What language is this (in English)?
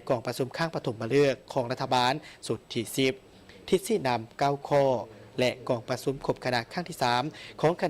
Lao